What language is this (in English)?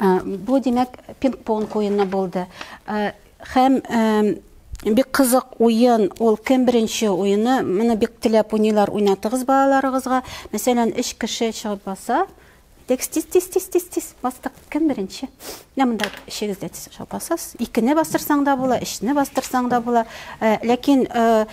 Tatar